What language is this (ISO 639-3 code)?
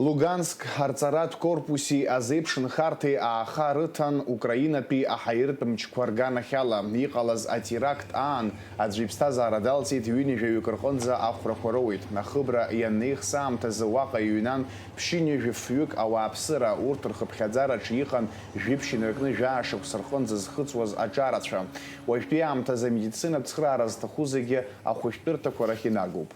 abk